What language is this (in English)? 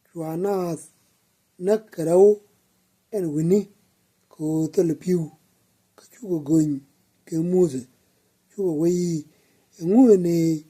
Nuer